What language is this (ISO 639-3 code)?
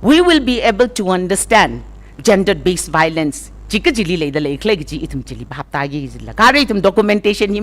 nmf